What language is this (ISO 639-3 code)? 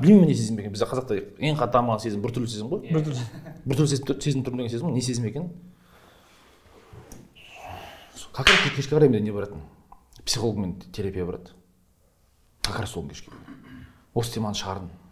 kaz